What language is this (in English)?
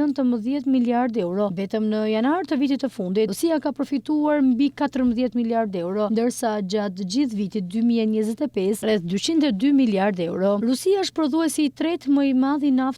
Albanian